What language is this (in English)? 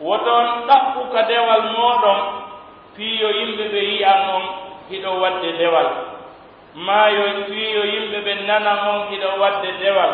Pular